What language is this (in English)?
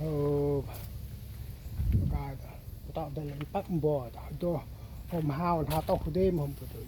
Central Mnong